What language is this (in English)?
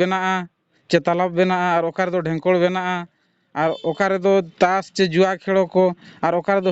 Santali